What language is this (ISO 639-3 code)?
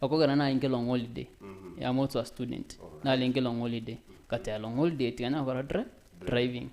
guz